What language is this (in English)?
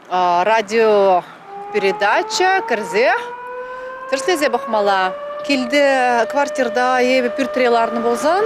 Chuvash